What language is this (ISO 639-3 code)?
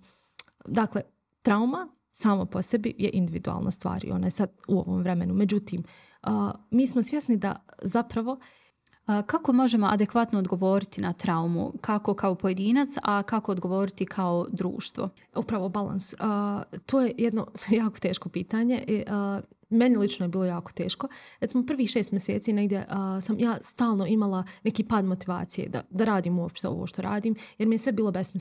bos